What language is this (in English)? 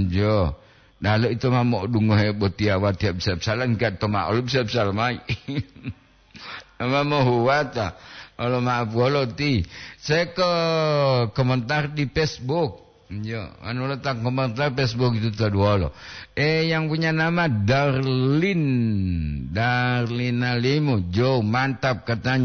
Gorontalo